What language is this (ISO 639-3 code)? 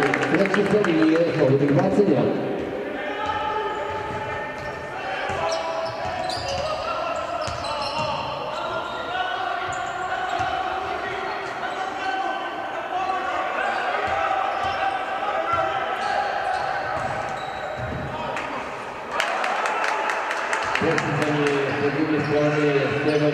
srp